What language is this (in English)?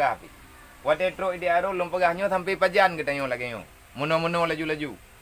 Achinese